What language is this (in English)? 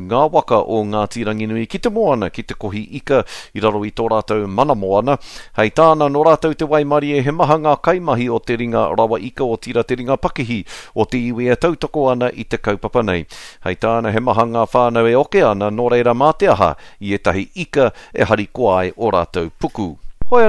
Māori